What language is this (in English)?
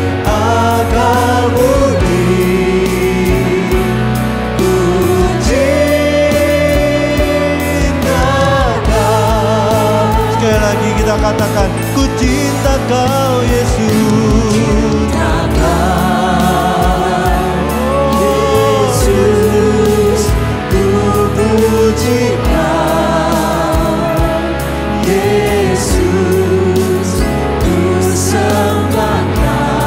Indonesian